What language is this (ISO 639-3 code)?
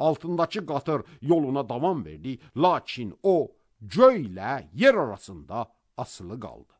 aze